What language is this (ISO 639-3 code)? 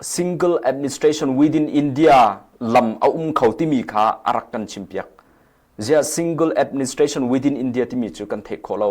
cnh